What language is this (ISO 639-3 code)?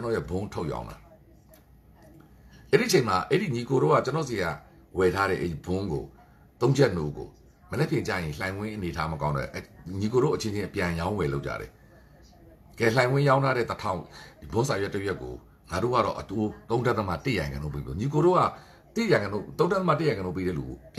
mya